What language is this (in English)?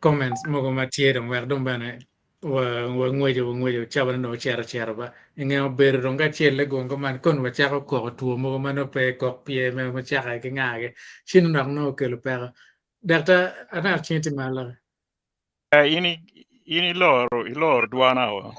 Acoli